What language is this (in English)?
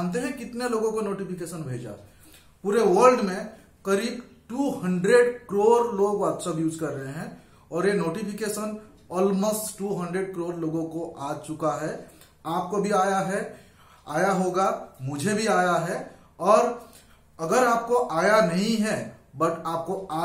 Hindi